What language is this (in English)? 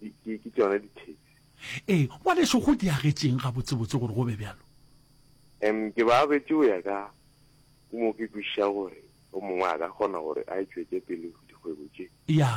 Northern Sotho